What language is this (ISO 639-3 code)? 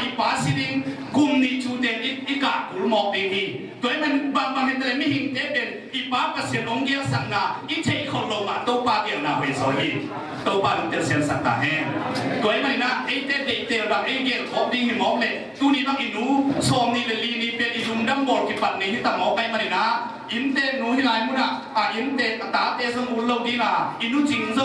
ctd